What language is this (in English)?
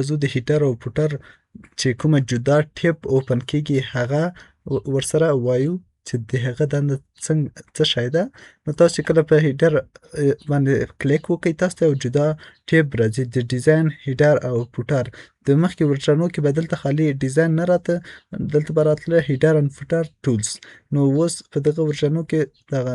Pashto